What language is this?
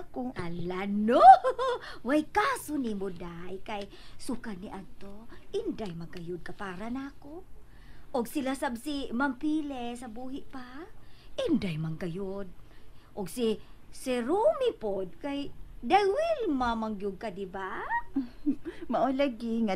Cebuano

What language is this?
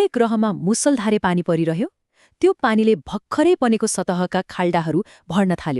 Nepali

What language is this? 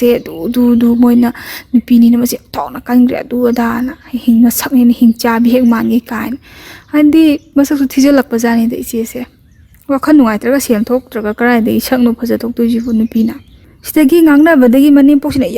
Manipuri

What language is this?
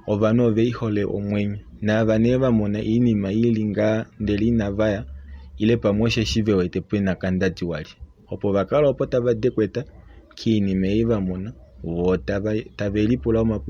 Kuanyama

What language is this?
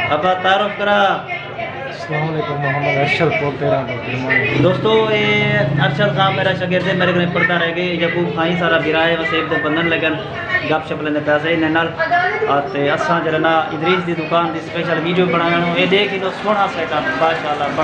Saraiki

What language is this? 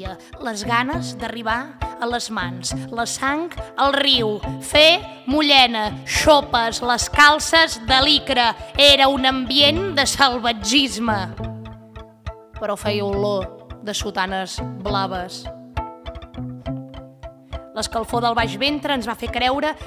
Catalan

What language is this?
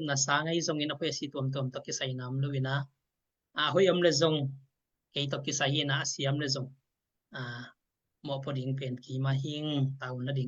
Tedim Chin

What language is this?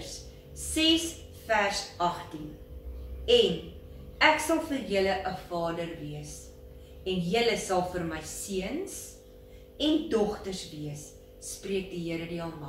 Afrikaans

